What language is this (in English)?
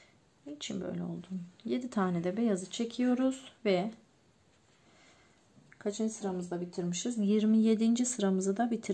Turkish